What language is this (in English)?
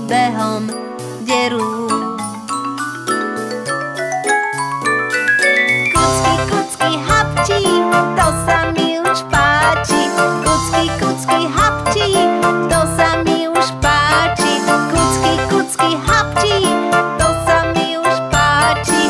Slovak